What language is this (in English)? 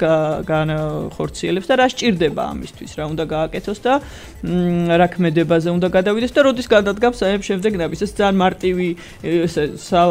Georgian